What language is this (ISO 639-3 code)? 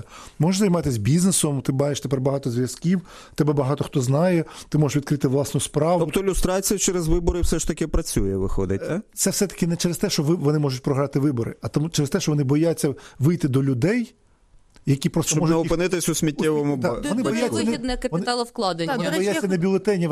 ukr